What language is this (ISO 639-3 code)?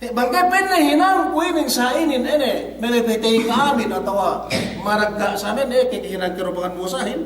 yka